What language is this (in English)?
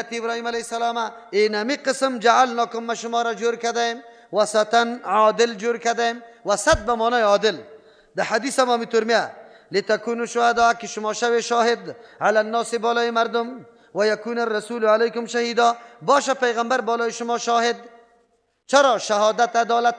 Persian